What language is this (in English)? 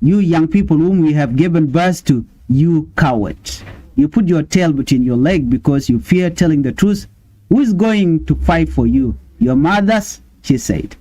Nuer